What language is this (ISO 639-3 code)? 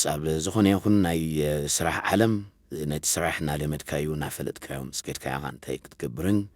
tir